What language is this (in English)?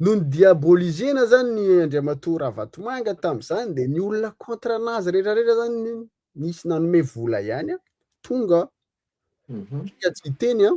Malagasy